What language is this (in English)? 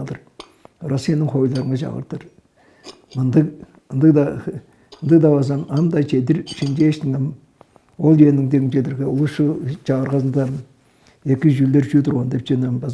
Tuvinian